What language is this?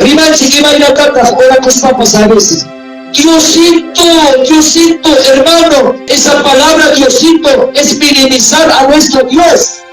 Ayacucho Quechua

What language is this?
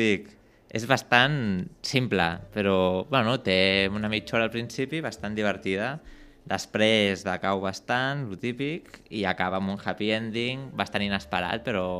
Catalan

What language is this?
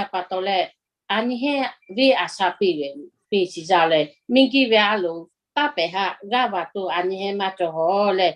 Lahu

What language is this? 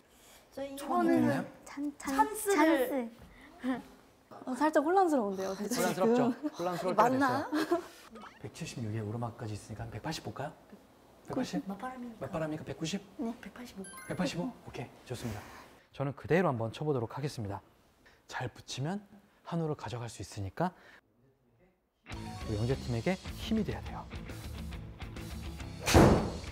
Korean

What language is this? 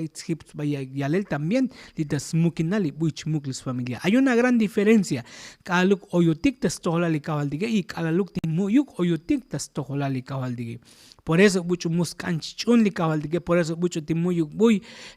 Tzotzil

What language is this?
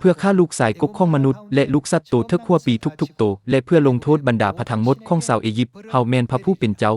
Lao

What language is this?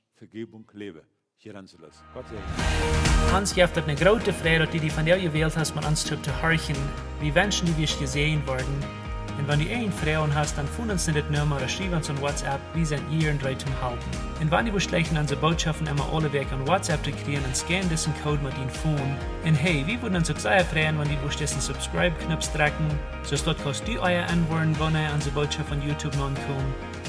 Plautdietsch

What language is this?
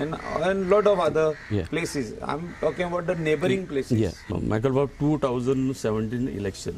Konkani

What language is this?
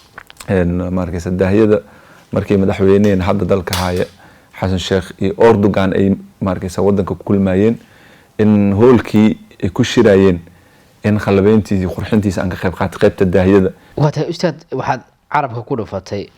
Somali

